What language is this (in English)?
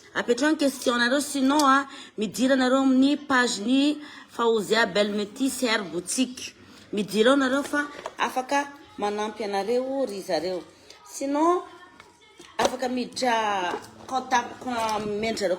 Malagasy